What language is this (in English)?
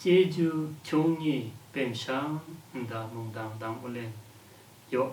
Lashi